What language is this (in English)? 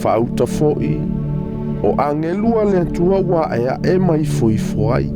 Samoan